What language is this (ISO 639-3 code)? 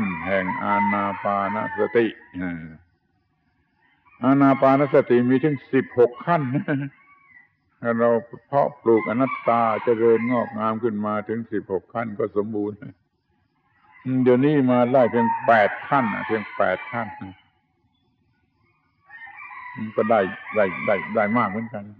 tha